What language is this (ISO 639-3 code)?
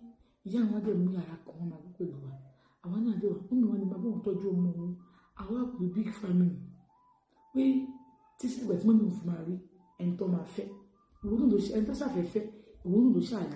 yor